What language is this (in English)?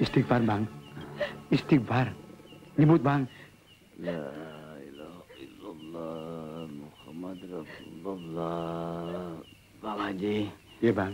Betawi